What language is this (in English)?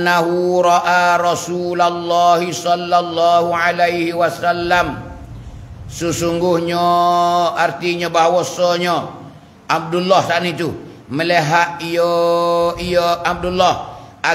Pattani Malay